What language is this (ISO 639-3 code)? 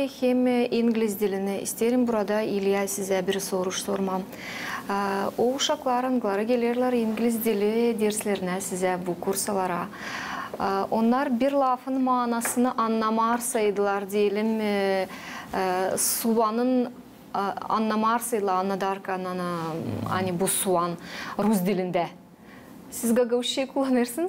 gag